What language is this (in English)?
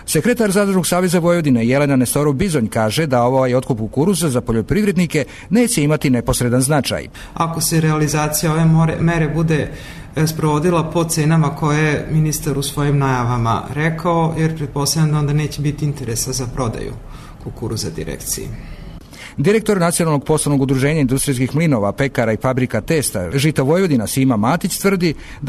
Serbian